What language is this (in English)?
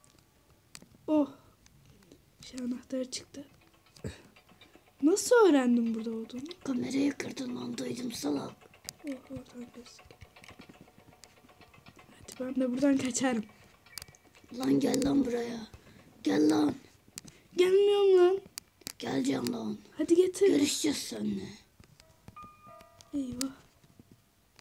Turkish